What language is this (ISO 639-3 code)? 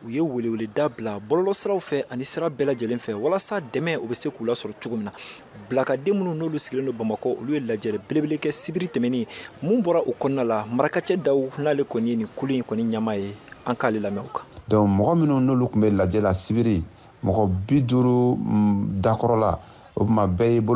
bam